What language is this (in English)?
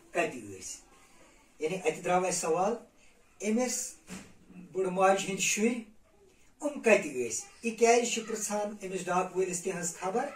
Kashmiri